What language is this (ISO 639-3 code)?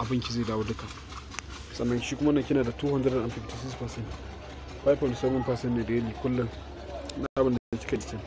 hau